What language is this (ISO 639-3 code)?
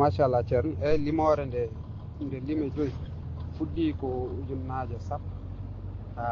ful